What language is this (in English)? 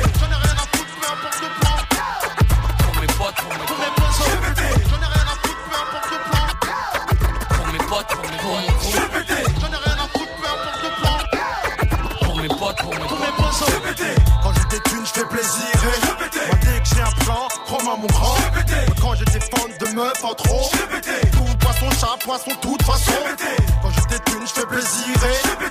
French